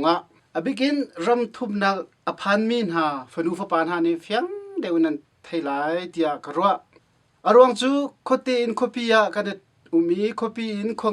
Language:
Hakha Chin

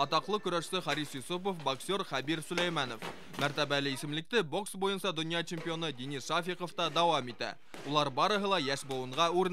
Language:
Bashkir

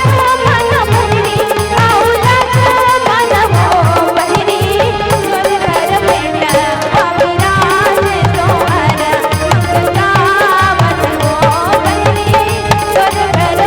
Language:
Chhattisgarhi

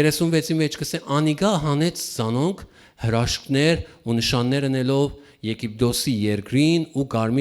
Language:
Western Armenian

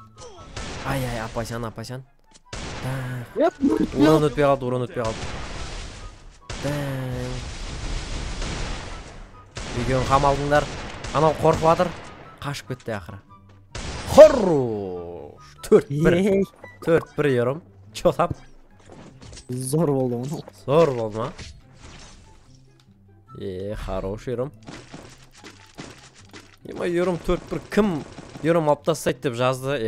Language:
Kazakh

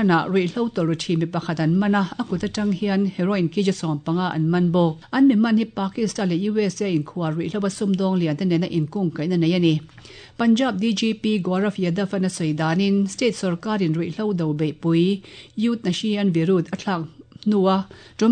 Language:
Mizo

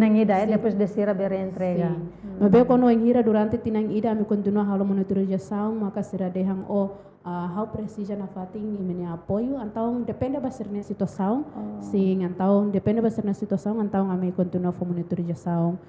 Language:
Tetum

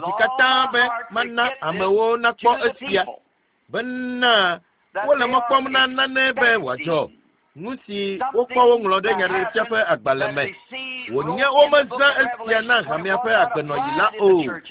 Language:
Ewe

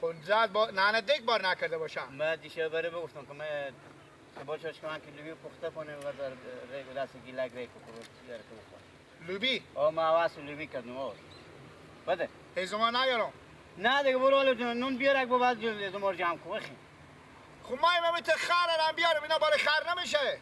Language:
Persian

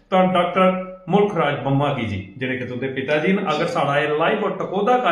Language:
Dogri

